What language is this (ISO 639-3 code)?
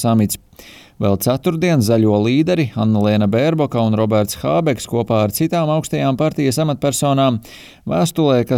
lav